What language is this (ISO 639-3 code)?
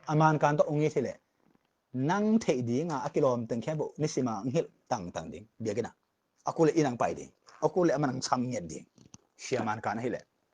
ctd